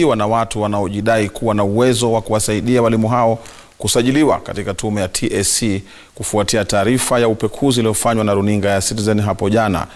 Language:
Swahili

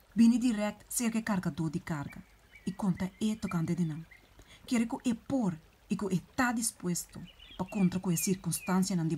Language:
Papiamento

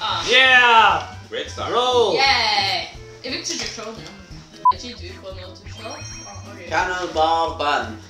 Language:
Faroese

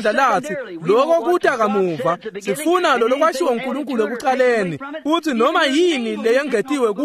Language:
Swati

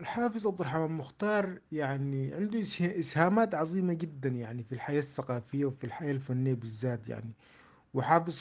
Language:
Sudanese Arabic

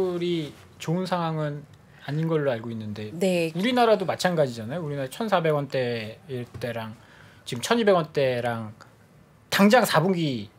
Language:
Korean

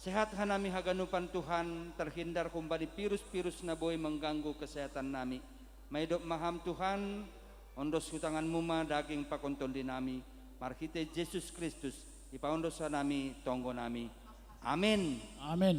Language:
Batak Simalungun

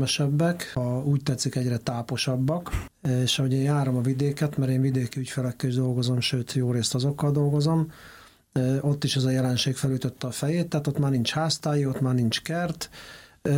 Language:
Hungarian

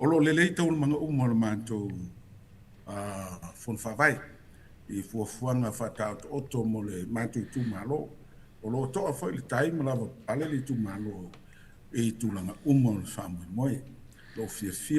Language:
Samoan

